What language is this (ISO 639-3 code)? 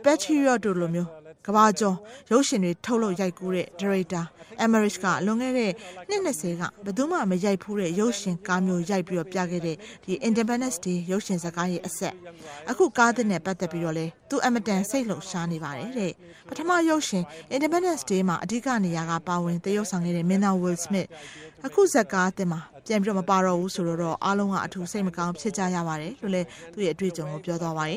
mya